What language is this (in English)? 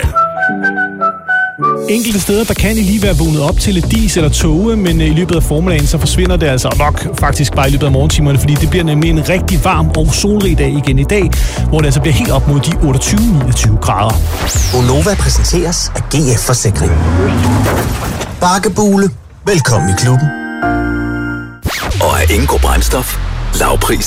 Danish